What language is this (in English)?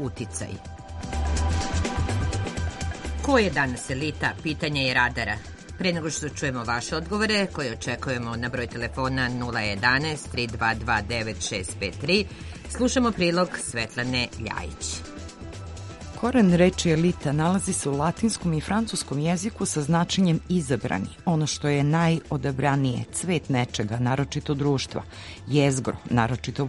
Serbian